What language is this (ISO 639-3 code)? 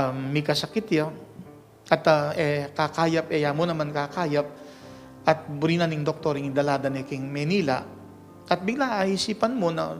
pam